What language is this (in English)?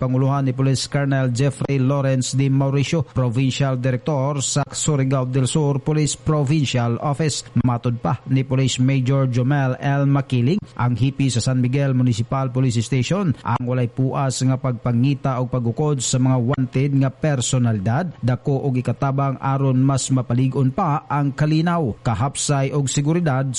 Cebuano